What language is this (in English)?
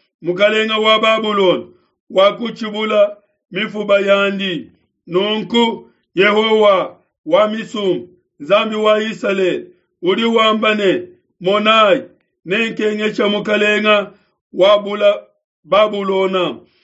Luba-Lulua